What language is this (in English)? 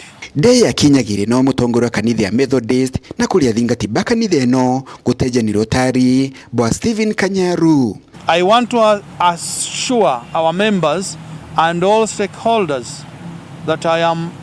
Meru